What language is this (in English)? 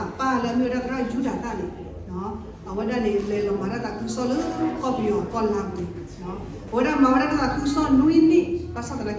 S'gaw Karen